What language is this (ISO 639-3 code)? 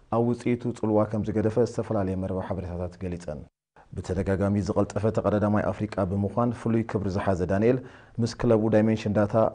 tir